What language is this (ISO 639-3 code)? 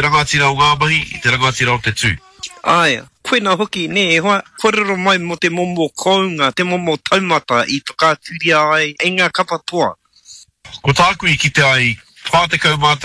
mri